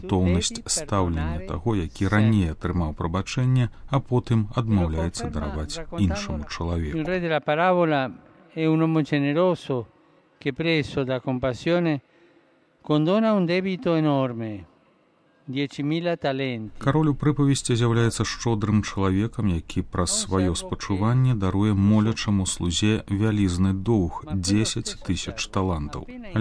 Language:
Belarusian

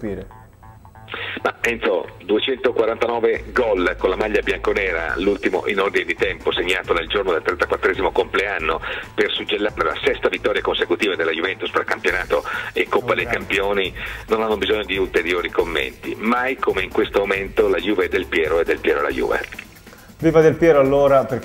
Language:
Italian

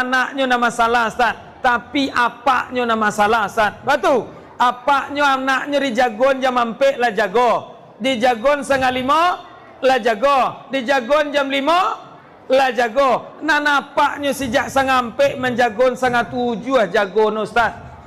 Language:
Minangkabau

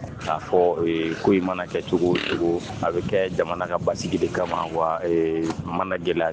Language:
Bambara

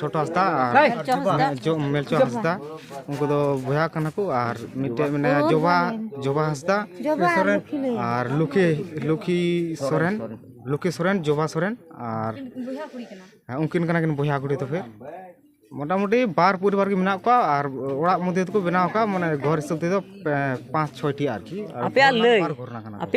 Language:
Santali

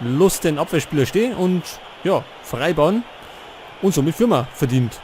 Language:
Bavarian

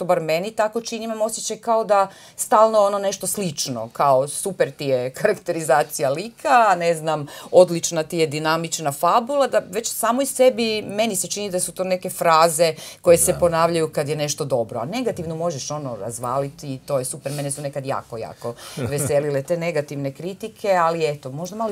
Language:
Croatian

